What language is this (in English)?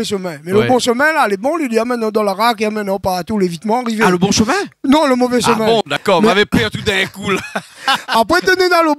Réunion Creole French